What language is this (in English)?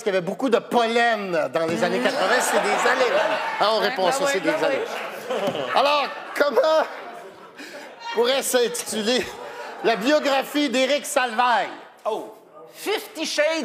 French